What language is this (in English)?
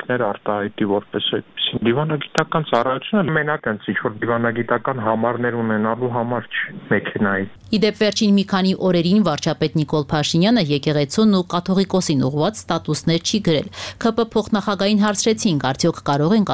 Armenian